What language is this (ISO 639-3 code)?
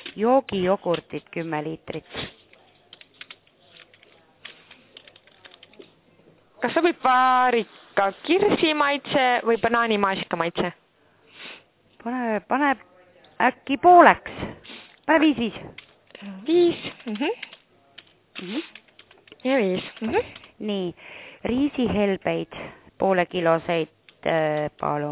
est